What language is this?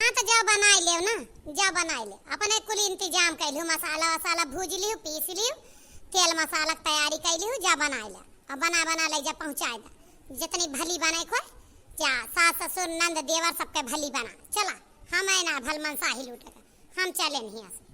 Awadhi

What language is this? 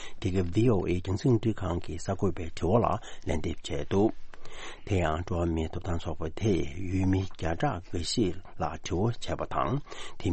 Tibetan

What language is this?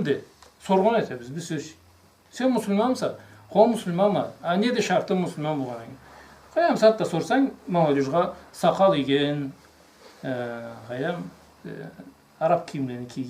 Karachay-Balkar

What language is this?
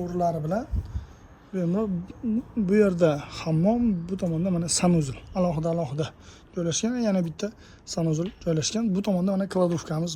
Uzbek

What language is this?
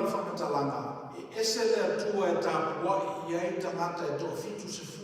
Samoan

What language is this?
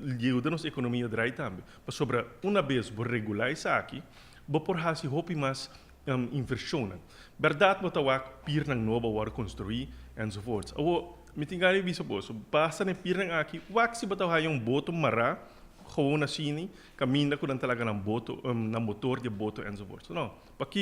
Papiamento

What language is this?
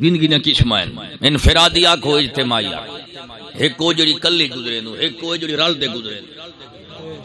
Saraiki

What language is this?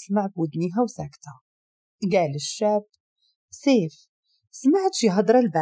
Moroccan Arabic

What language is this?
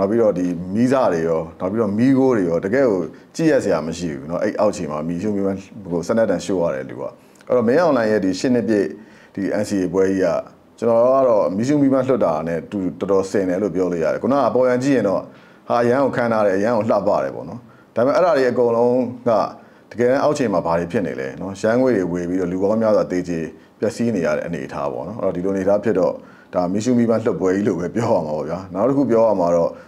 Burmese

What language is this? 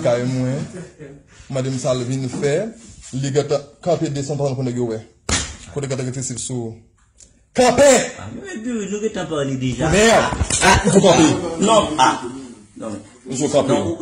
Haitian Creole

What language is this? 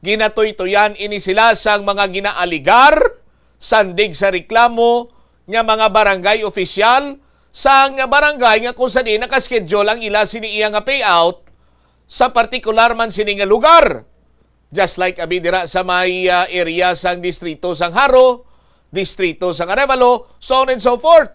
Hiligaynon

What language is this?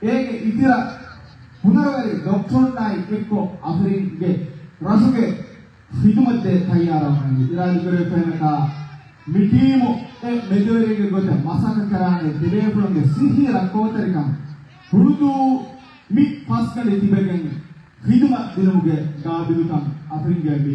Divehi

